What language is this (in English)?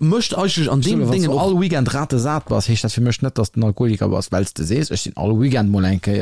Luxembourgish